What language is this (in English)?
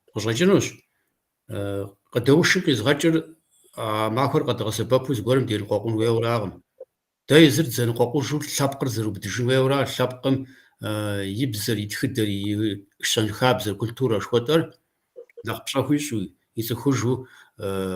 Kabardian